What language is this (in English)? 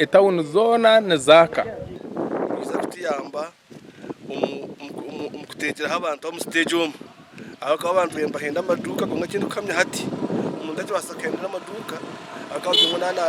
Nyankole